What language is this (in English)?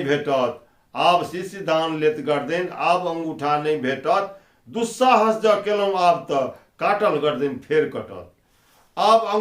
Maithili